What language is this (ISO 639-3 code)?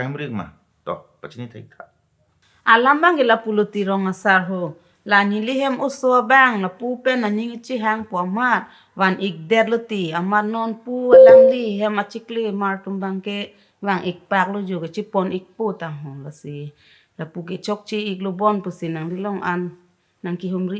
mjw